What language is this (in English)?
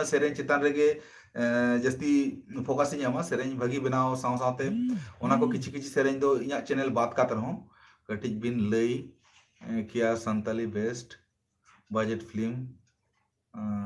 Santali